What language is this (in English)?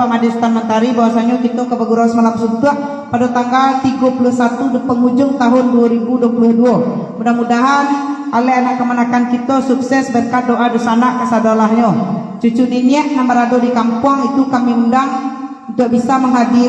Minangkabau